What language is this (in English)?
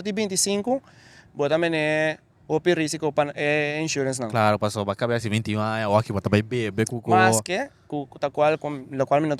Papiamento